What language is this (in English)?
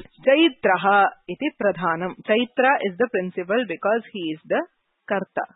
Sanskrit